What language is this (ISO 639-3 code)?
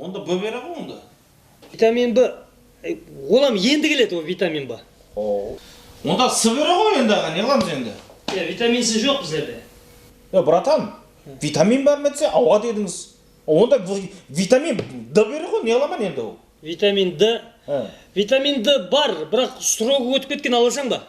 kaa